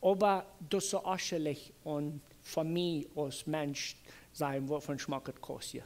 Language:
Plautdietsch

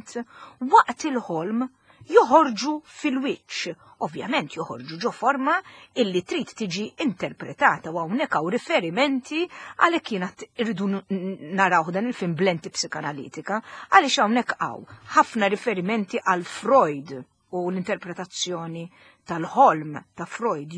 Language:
Maltese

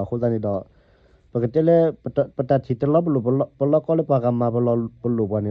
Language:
S'gaw Karen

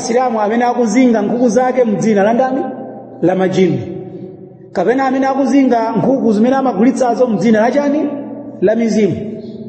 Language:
Nyanja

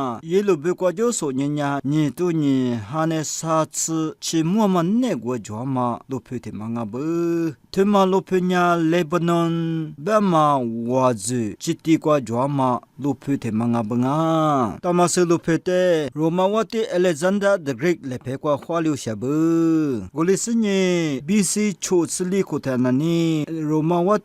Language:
Lisu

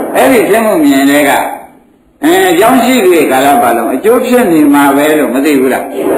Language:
Burmese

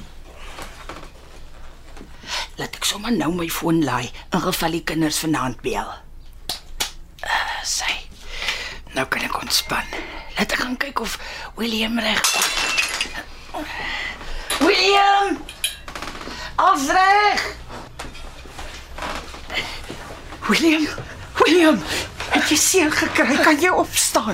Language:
Afrikaans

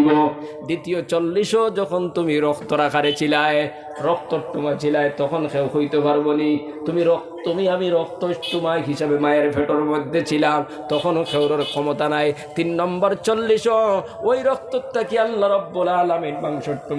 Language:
Sylheti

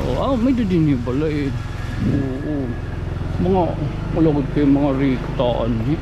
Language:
Waray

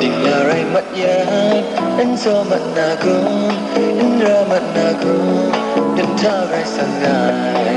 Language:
Kachin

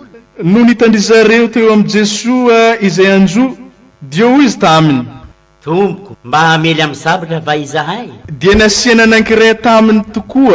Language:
Malagasy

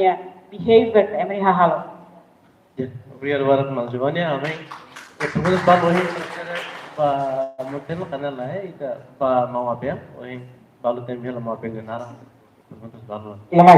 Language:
Tetum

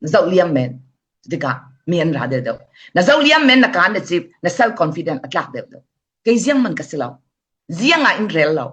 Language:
Falam Chin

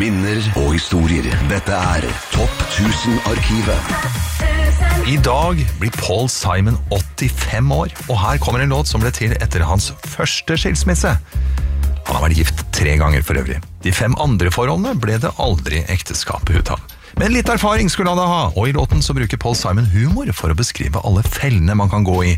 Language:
Norwegian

